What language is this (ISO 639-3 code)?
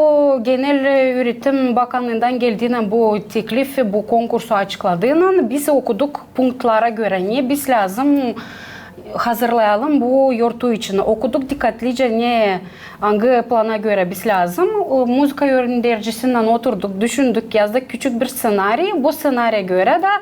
gag